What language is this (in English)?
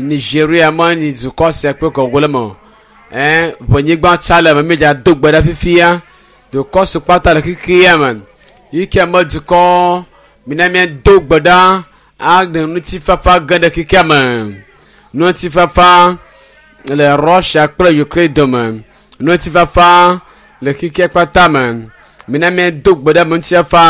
Ewe